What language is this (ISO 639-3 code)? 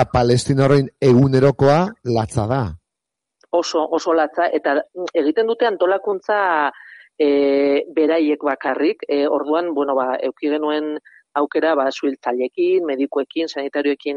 eus